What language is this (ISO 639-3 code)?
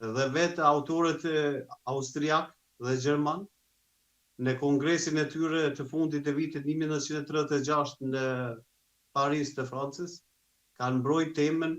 sqi